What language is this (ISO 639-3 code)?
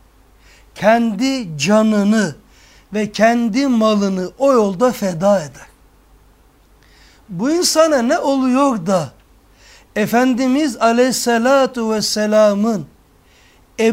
tur